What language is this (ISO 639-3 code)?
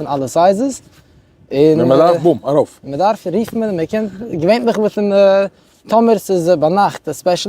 yid